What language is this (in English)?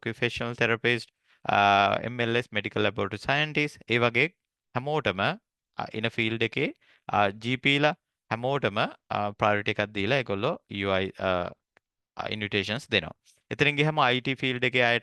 Sinhala